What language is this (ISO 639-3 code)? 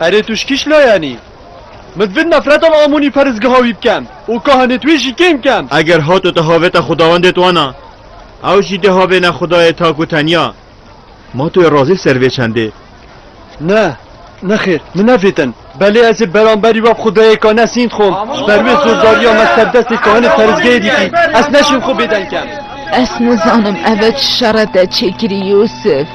kur